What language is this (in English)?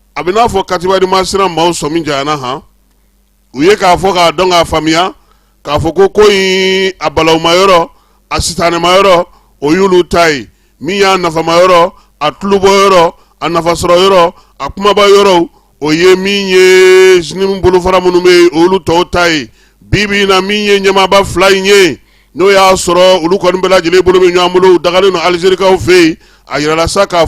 Bambara